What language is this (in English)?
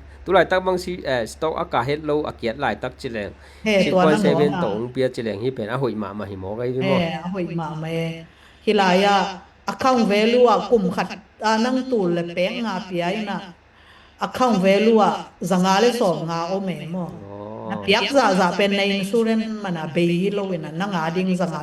Tedim Chin